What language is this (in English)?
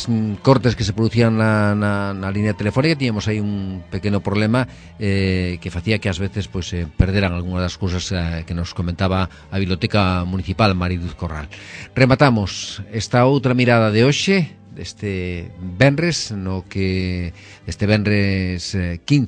Galician